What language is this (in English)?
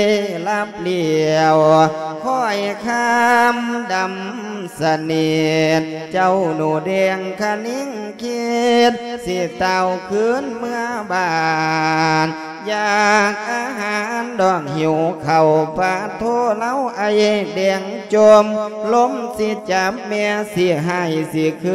Lao